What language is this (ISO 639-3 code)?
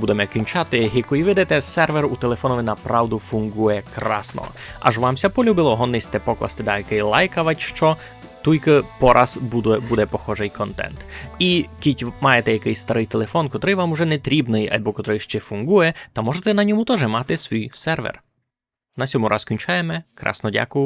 rue